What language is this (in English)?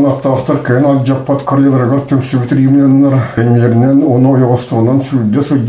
Yakut